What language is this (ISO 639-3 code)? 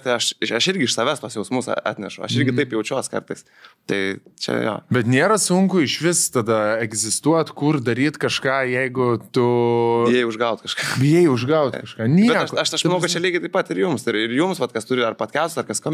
lit